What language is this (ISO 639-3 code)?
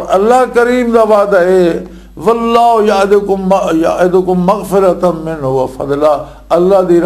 lah